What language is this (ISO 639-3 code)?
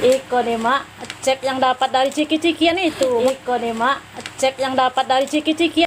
mui